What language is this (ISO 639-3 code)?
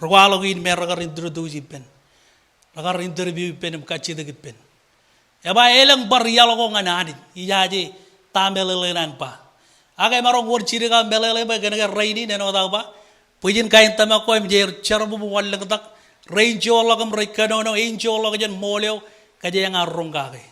mah